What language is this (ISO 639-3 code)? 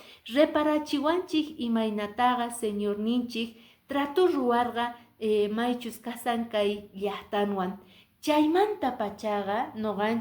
que